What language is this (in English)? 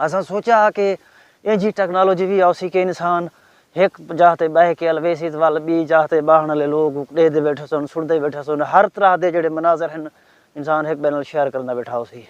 Saraiki